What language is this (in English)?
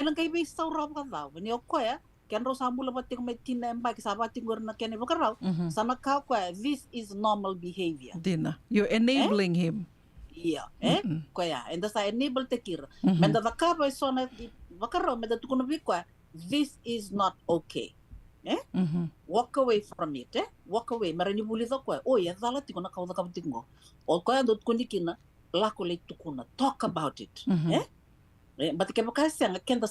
Fijian